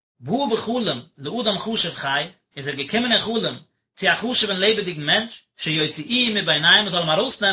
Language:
Yiddish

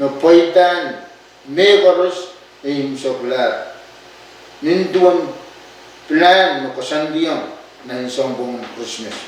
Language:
Pohnpeian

